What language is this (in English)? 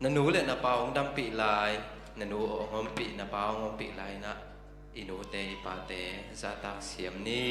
Tedim Chin